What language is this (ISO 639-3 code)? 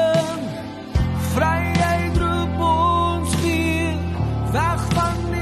afr